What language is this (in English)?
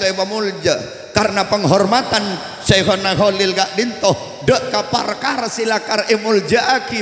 Madurese